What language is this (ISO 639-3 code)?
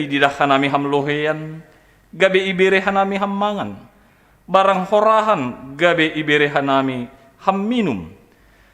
bts